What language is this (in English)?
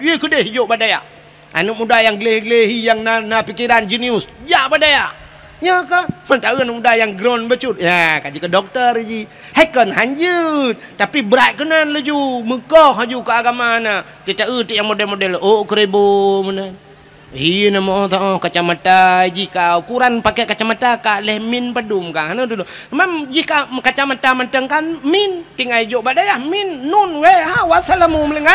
Achinese